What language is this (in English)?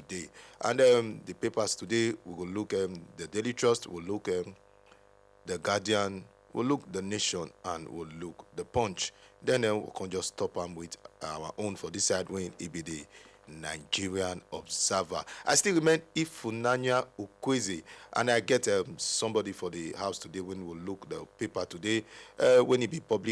Nigerian Pidgin